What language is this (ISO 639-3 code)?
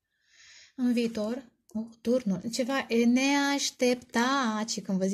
ron